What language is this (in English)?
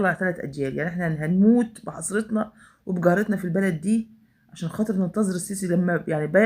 Egyptian Arabic